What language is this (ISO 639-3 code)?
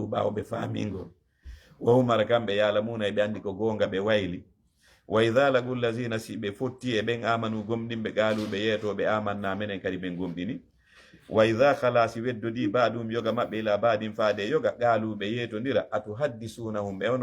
ful